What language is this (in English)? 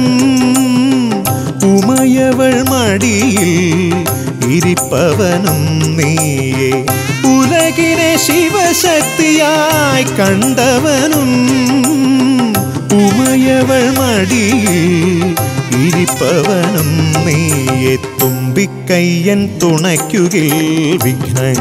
Malayalam